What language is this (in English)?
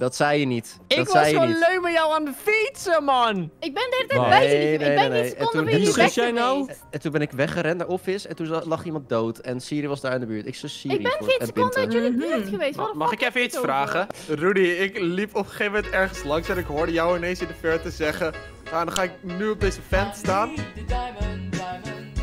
Dutch